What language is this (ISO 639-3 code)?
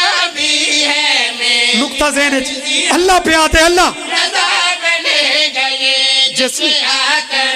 phr